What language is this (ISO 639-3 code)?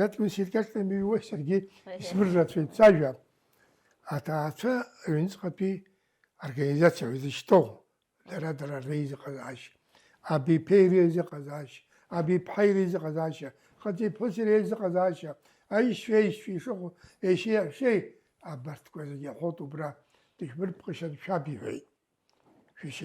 abk